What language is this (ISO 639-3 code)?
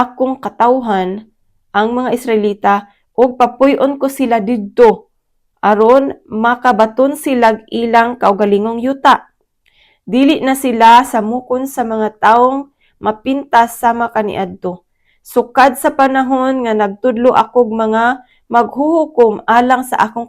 ceb